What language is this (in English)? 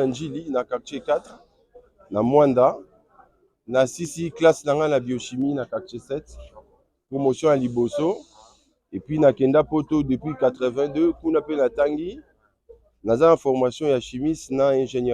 Lingala